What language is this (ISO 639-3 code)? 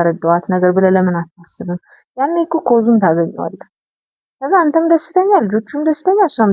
amh